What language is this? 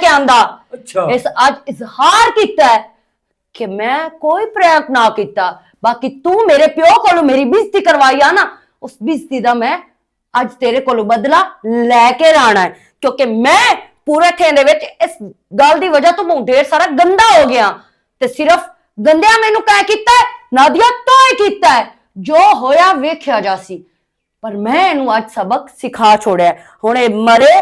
Western Panjabi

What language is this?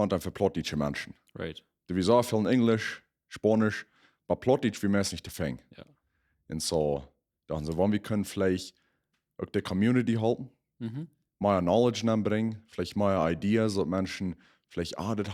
Plautdietsch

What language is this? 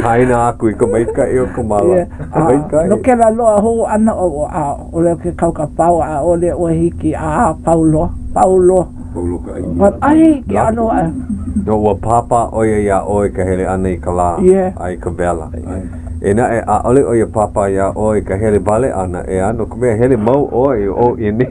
Hawaiian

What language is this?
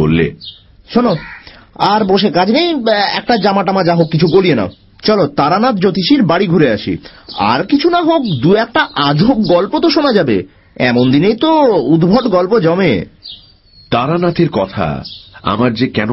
Bangla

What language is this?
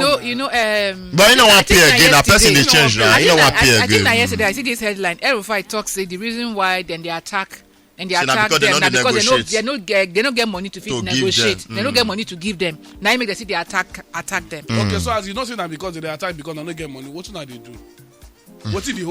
Nigerian Pidgin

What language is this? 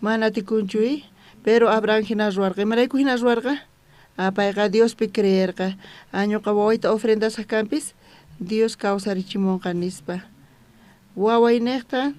South Bolivian Quechua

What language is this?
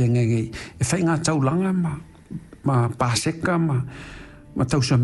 Samoan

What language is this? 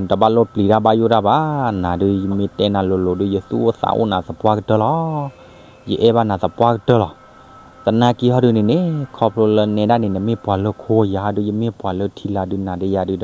S'gaw Karen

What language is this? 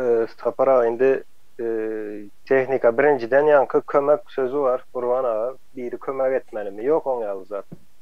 Turkmen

